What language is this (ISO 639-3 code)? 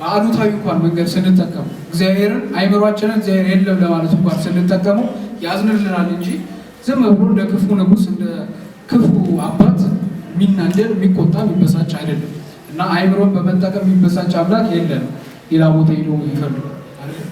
amh